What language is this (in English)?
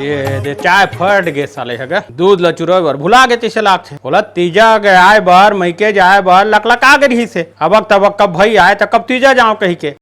Chhattisgarhi